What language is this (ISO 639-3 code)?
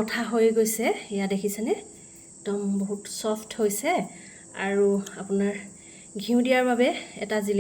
asm